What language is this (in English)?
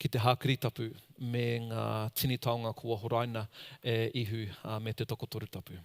Māori